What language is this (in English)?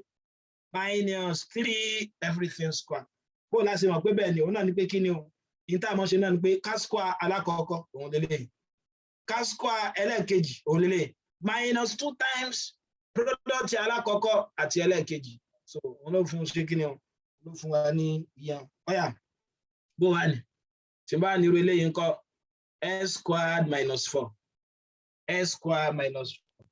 Yoruba